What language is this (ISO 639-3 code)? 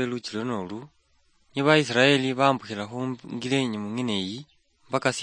luy